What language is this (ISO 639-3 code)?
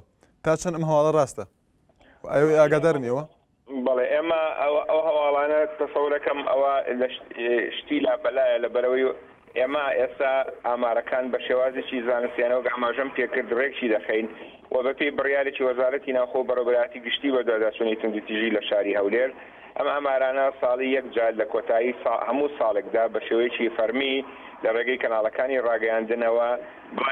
ckb